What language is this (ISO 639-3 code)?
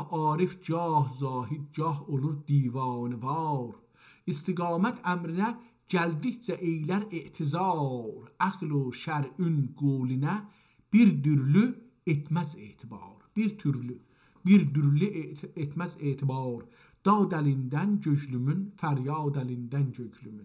azb